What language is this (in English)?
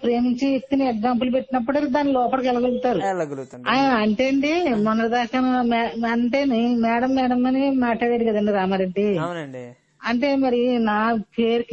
Telugu